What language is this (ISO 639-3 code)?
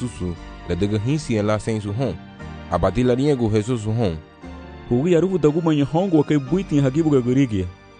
cab